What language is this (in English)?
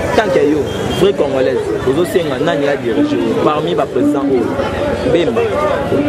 Lingala